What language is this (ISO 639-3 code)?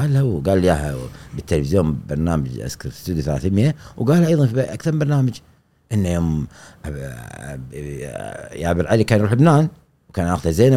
afb